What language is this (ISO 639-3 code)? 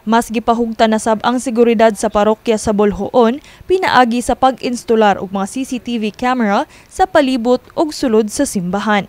ceb